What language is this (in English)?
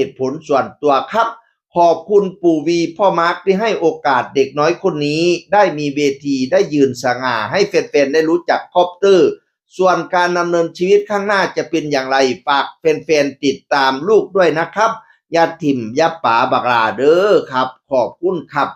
Northeastern Thai